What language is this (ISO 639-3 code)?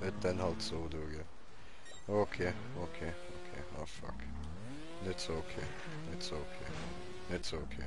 gsw